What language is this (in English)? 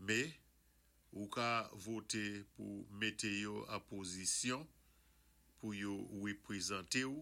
Saint Lucian Creole French